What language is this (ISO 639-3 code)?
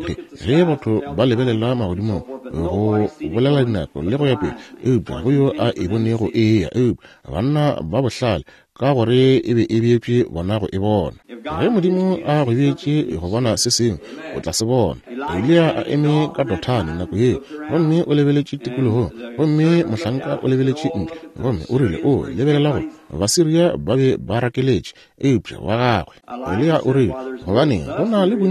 nso